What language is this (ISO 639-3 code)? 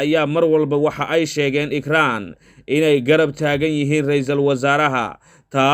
som